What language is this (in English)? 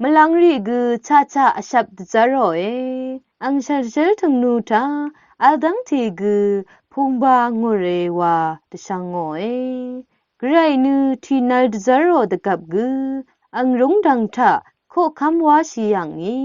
Rawang